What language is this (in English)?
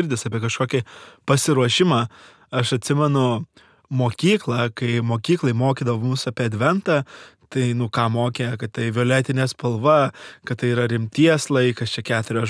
Lithuanian